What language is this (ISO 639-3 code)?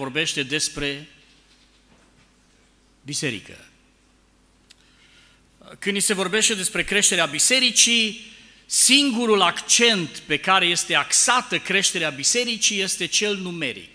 ron